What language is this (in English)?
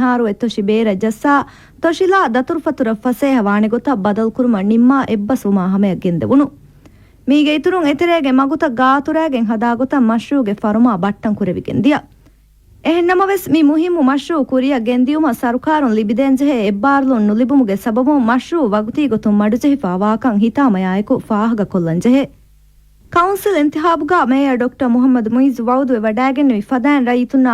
Divehi